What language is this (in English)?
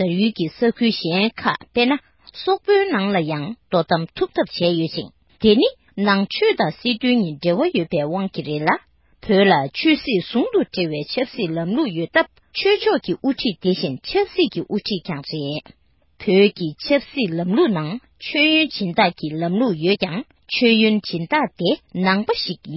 Tibetan